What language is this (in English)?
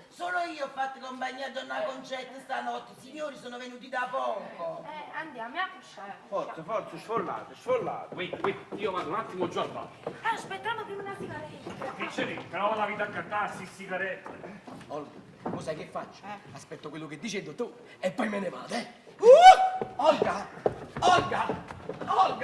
Neapolitan